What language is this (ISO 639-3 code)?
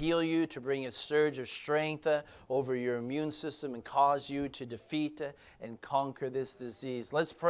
eng